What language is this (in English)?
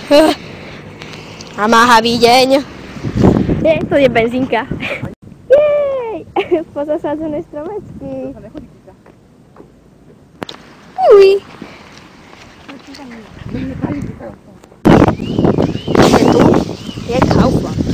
Slovak